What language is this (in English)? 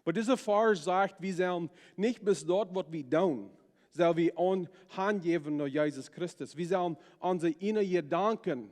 Plautdietsch